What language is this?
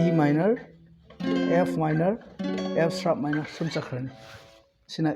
Manipuri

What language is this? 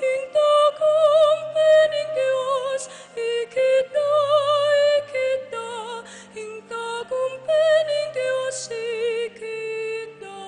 Pampanga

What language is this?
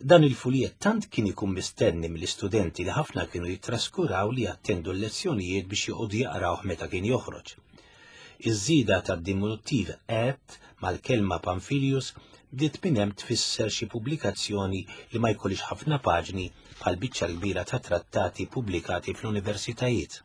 Maltese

